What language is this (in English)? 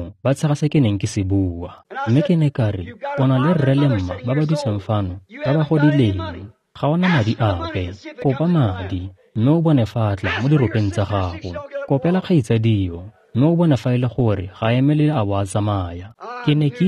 Tswana